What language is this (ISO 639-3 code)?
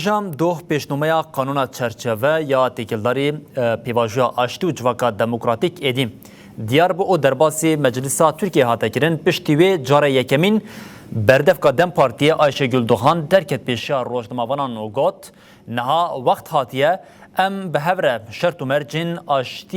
kur